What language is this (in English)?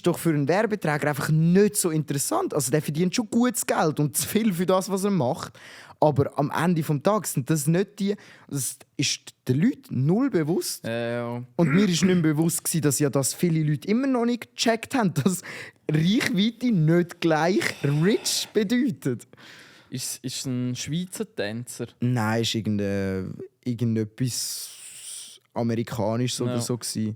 Swiss German